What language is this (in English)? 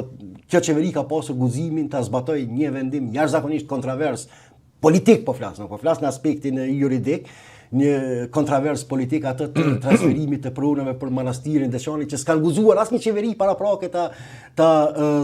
Albanian